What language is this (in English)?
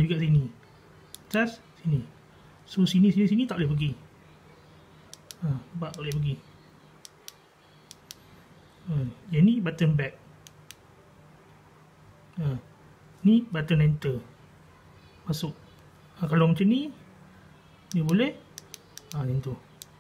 Malay